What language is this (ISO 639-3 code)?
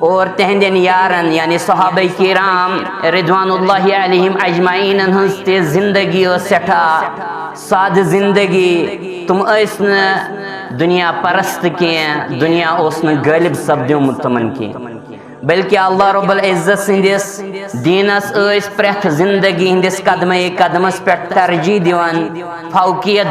kas